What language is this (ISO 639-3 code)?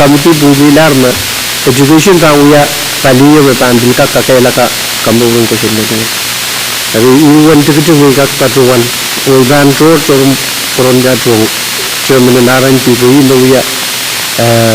pon